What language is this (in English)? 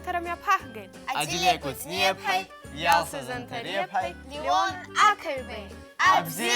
Abkhazian